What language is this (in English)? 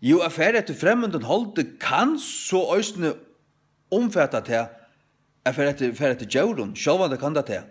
Faroese